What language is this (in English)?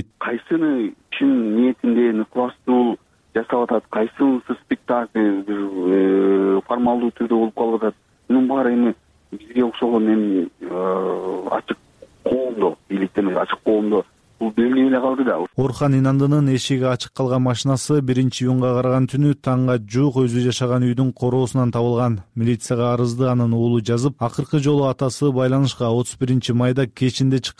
Kyrgyz